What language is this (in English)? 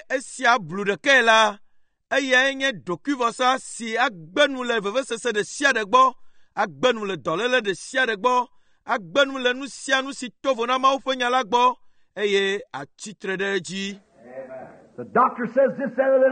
Ewe